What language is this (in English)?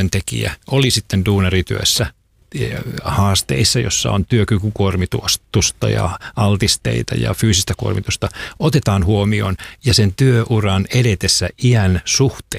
Finnish